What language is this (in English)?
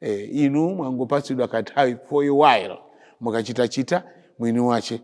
Nyanja